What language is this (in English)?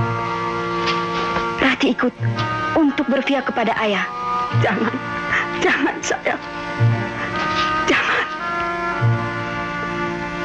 Indonesian